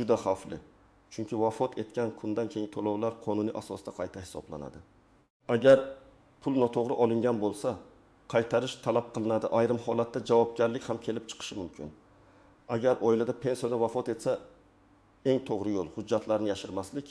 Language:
Uzbek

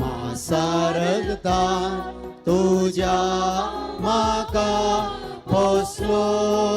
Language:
Konkani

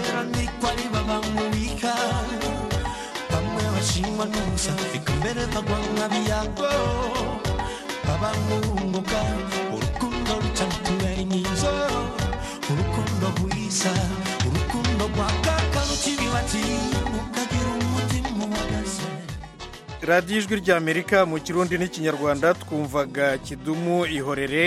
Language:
Kinyarwanda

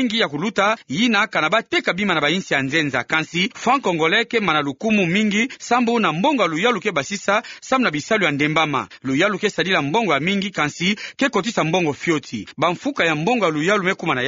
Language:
Kituba (Democratic Republic of Congo)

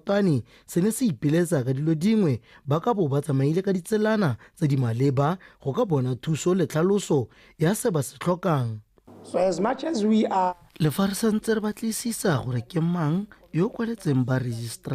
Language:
Tswana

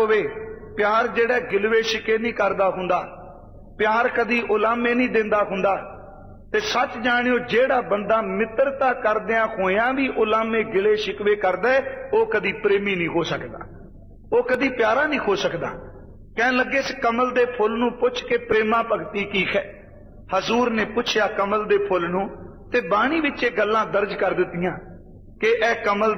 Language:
Punjabi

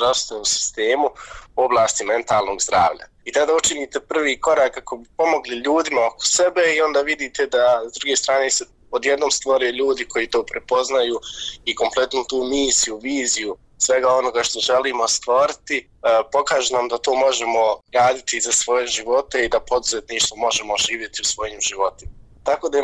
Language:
Bosnian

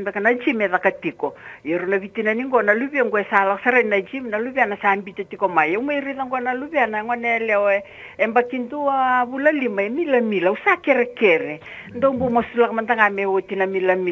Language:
Fijian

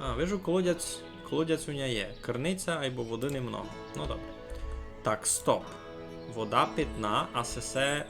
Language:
Rusyn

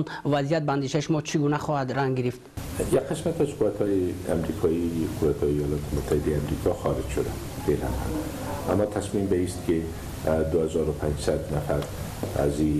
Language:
Persian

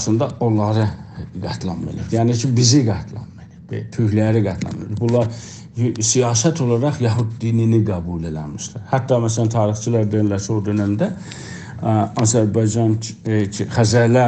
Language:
South Azerbaijani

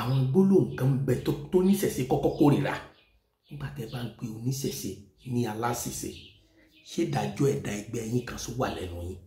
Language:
Yoruba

